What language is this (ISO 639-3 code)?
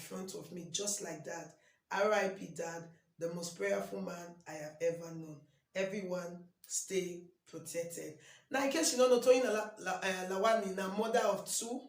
pcm